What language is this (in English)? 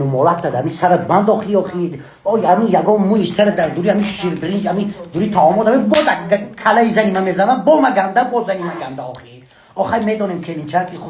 Tajik